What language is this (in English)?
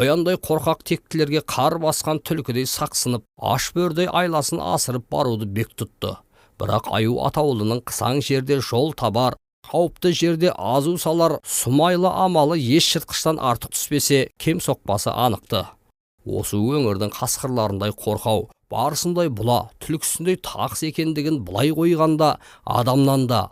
Kazakh